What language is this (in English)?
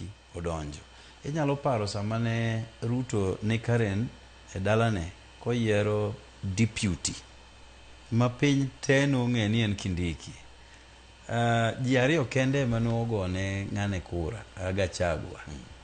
Luo (Kenya and Tanzania)